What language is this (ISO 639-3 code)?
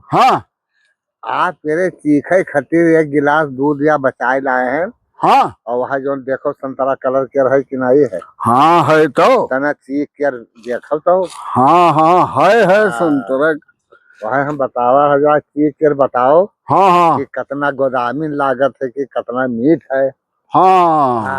awa